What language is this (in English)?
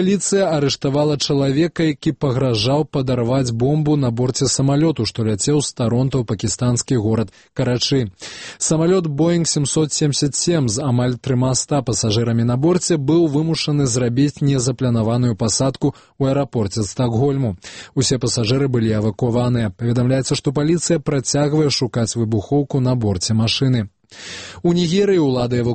Belarusian